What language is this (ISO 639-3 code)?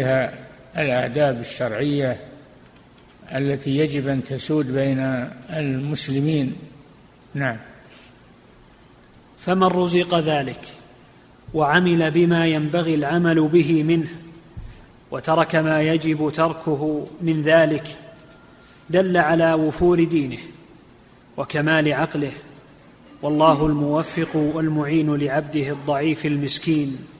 ara